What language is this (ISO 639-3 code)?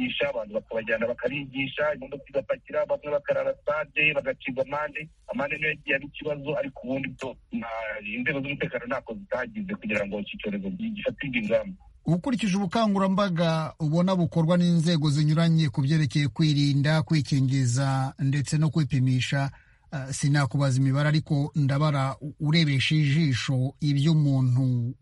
kin